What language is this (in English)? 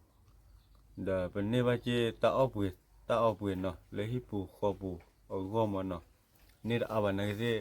S'gaw Karen